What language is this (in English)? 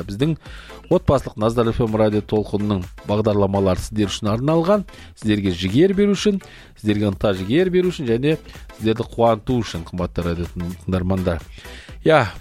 Kazakh